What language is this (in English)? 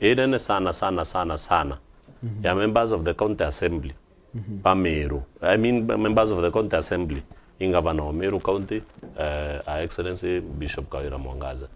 Meru